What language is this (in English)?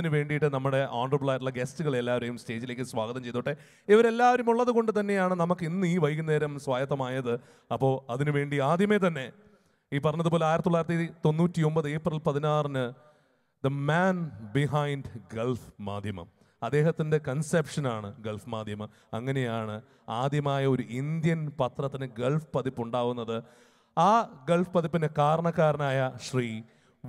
Malayalam